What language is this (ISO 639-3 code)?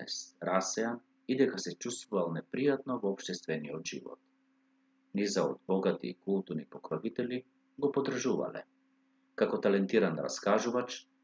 mkd